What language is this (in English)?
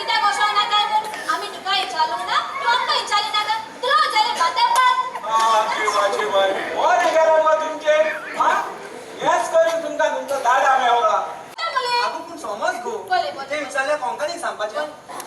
Konkani